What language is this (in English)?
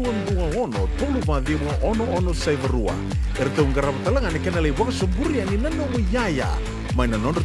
Fijian